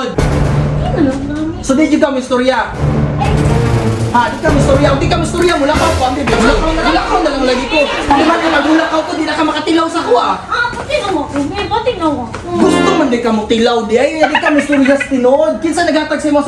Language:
Cebuano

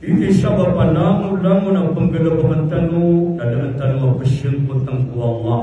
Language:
Maranao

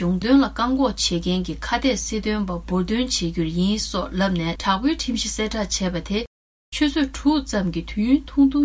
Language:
Tibetan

